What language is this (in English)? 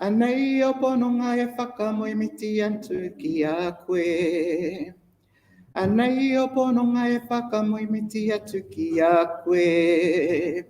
Māori